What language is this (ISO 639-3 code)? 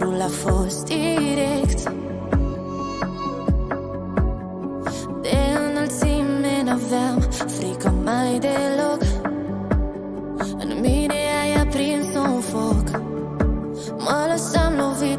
ron